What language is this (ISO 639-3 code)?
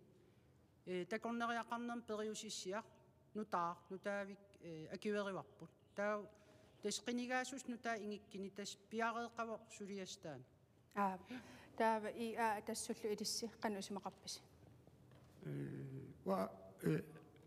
kal